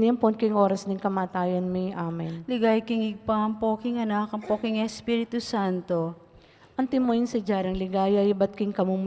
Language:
Pampanga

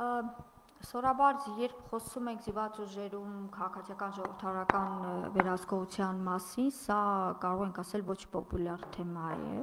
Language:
Armenian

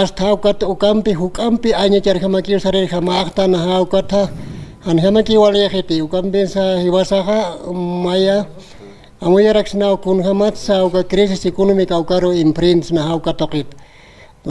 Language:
Aymara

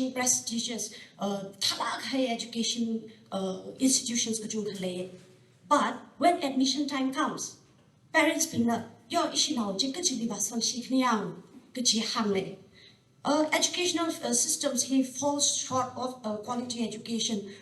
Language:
Tangkhul Naga (India)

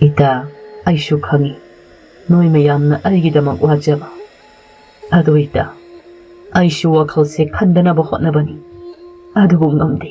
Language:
Manipuri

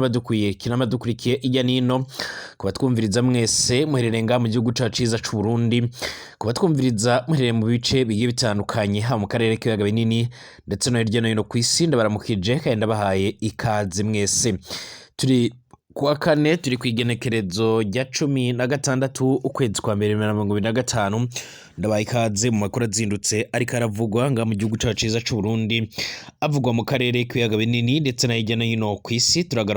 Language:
Rundi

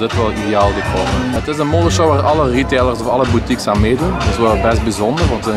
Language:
Dutch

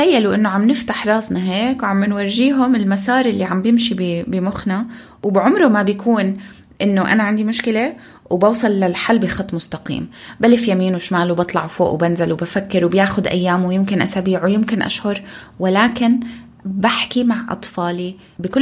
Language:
North Levantine Arabic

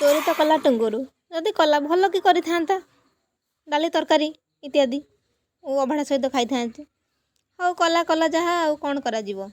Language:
Odia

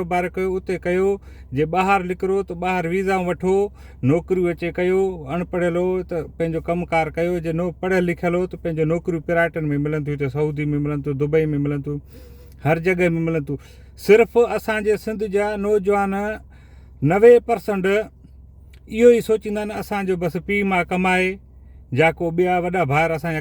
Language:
Sindhi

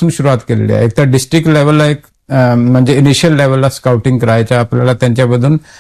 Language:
Marathi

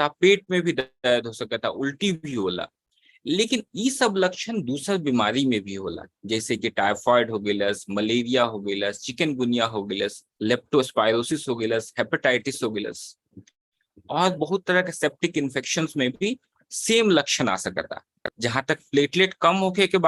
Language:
Bhojpuri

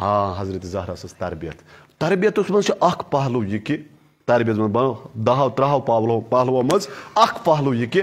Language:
Kashmiri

